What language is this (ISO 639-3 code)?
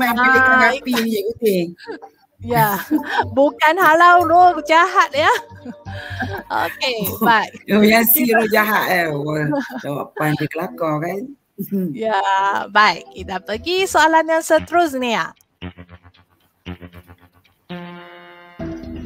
msa